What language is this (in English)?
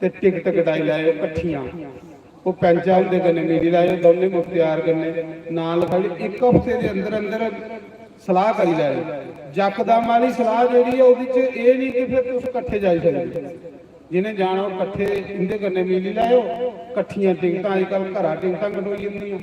Dogri